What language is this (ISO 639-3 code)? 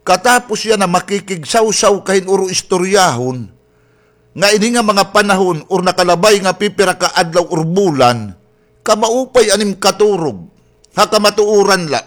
war